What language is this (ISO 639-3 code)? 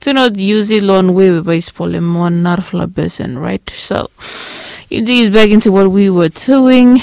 bis